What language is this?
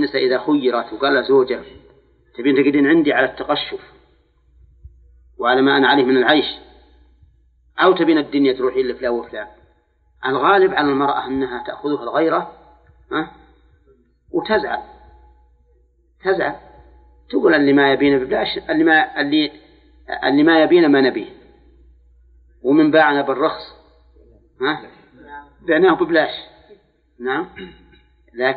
Arabic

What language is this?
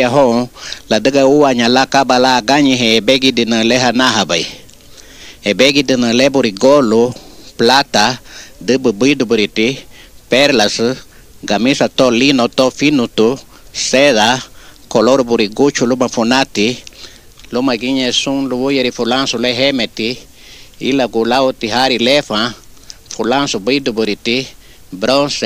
Garifuna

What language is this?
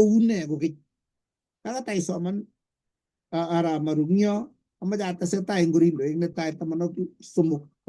Kalenjin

